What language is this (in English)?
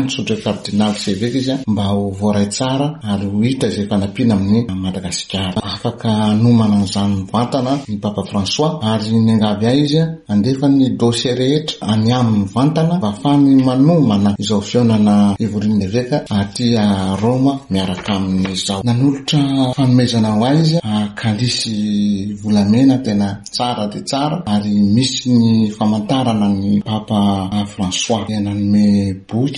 Malagasy